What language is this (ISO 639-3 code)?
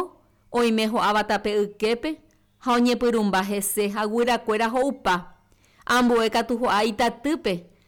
grn